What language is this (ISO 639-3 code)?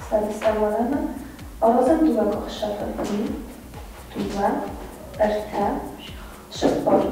oss